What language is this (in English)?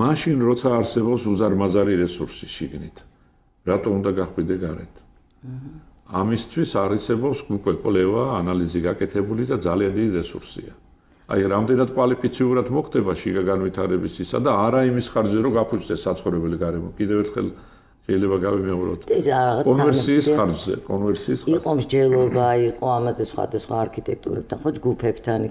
Georgian